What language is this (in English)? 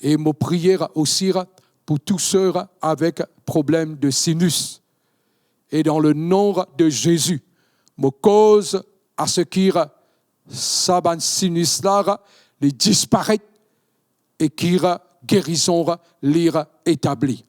Morisyen